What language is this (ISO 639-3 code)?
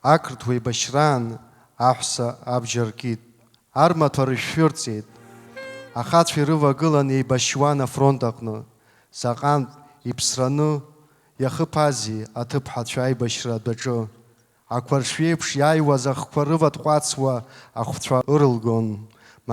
abk